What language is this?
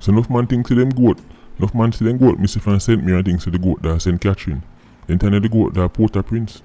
Jamaican Creole English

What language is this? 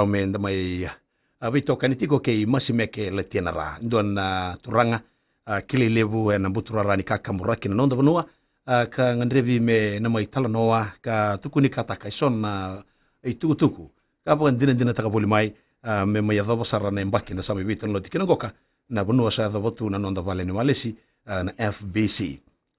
Fijian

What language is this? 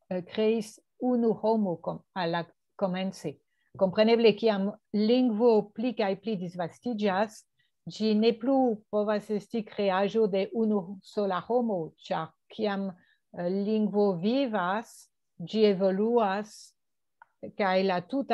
Esperanto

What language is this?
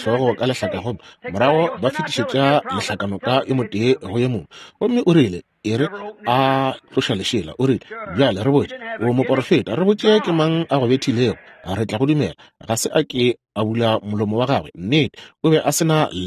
Northern Sotho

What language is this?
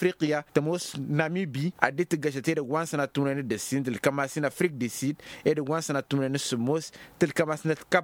Tamasheq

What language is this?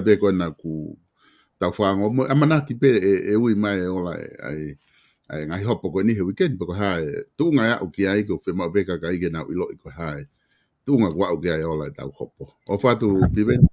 Tongan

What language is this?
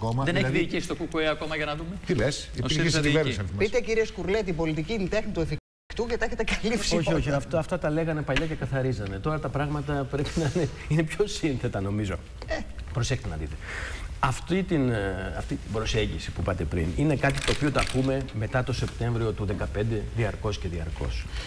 Greek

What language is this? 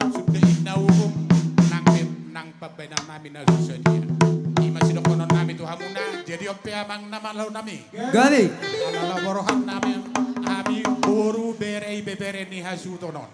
Batak Toba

